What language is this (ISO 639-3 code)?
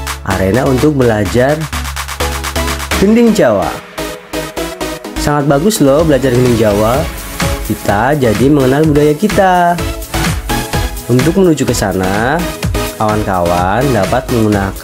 ind